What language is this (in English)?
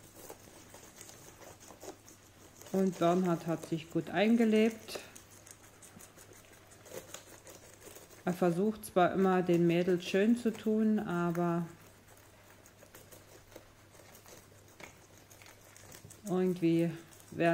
German